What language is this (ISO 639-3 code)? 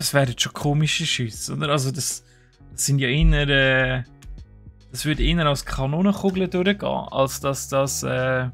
gsw